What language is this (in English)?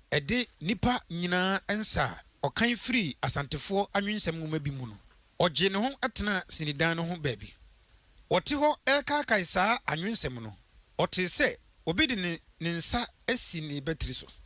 Akan